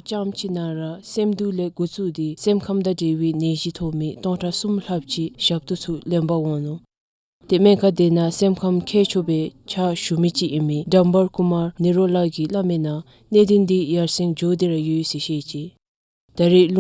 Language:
Dzongkha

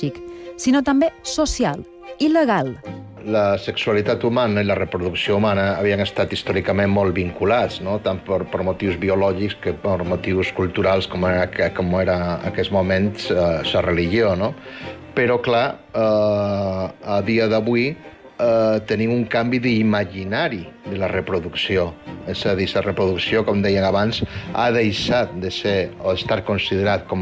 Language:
Catalan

